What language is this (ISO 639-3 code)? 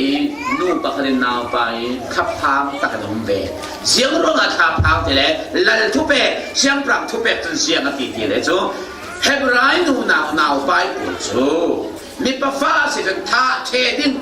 cfm